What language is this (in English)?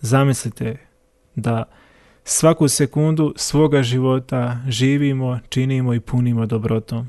Croatian